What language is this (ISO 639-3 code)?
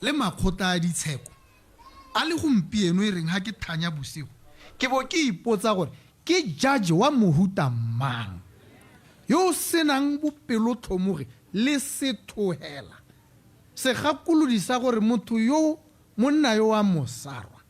tsn